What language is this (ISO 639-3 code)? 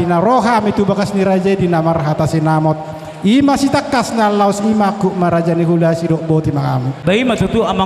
bbc